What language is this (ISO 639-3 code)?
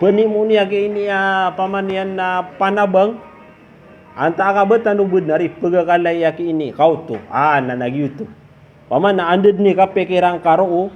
mrw